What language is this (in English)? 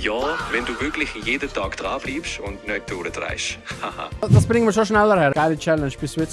Swiss German